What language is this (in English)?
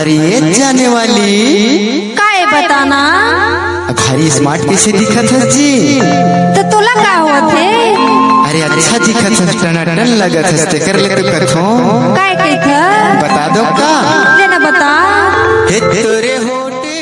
Chhattisgarhi